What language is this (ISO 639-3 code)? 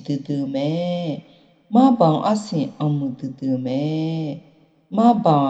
ahk